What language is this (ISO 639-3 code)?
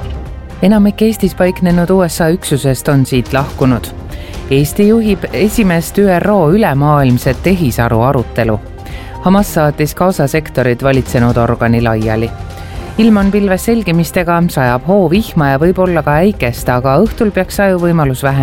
est